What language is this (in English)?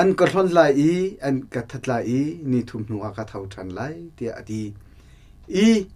Hakha Chin